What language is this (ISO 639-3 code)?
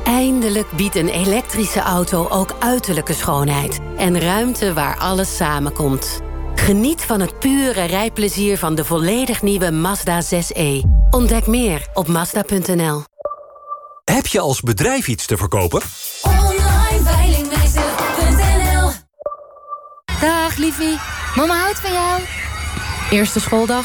nld